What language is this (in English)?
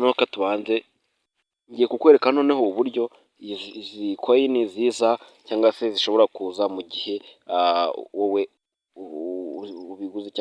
Kinyarwanda